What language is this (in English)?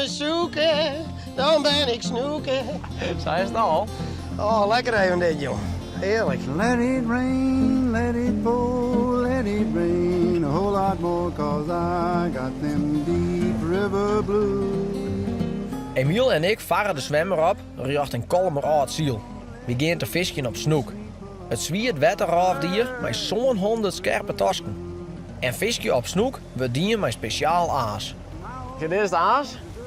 Western Frisian